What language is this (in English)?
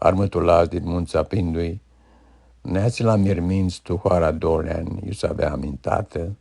Aromanian